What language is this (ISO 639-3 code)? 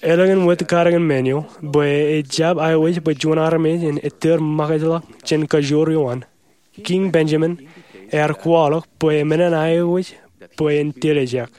mah